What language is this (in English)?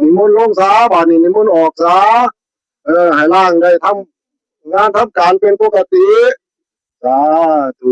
Northeastern Thai